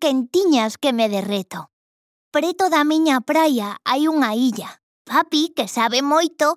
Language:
Galician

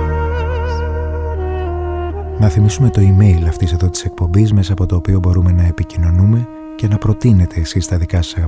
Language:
Greek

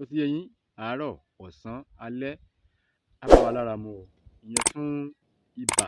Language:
Yoruba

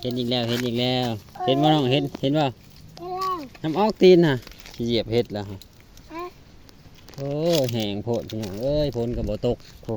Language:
Lao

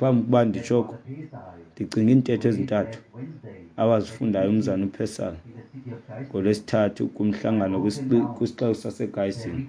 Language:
Xhosa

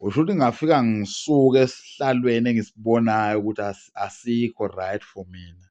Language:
Zulu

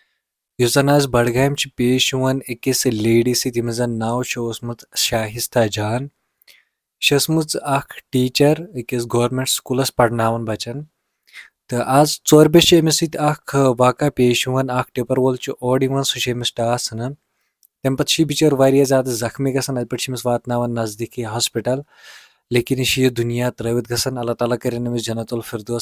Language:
Kashmiri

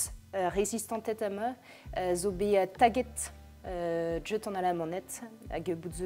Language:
Breton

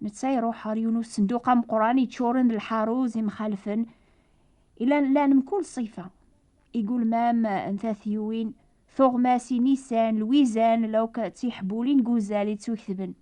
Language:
Kabyle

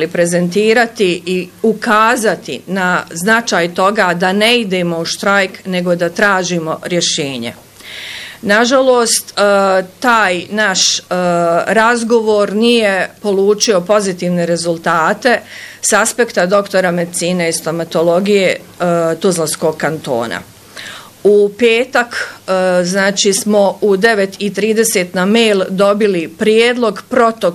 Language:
Bosnian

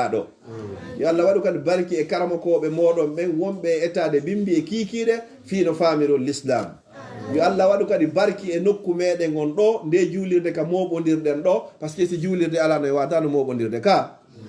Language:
Fula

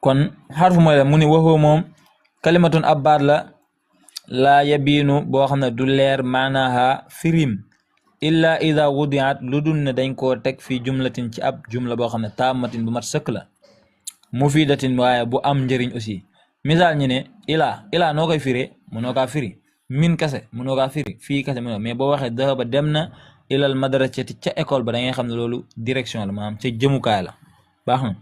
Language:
Wolof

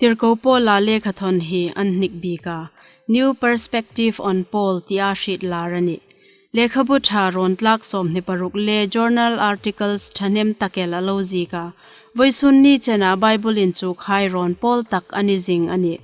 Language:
Hmar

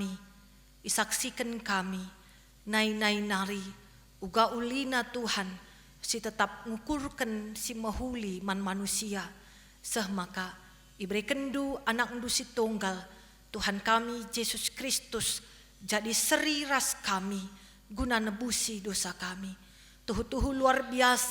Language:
Batak Karo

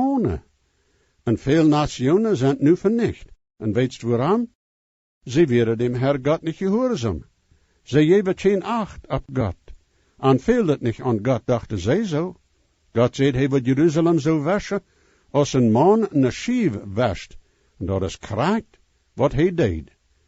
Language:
Plautdietsch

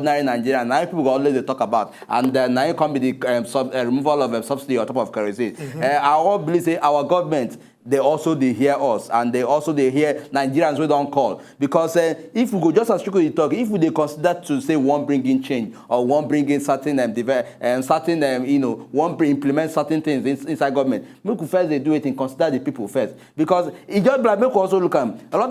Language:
Nigerian Pidgin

